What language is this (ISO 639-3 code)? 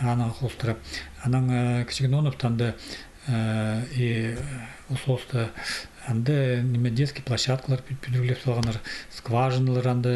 kjh